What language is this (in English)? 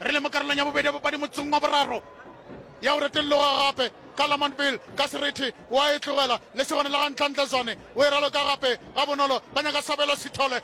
Northern Sotho